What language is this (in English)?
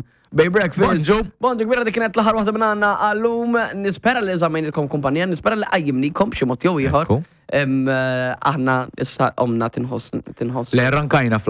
Maltese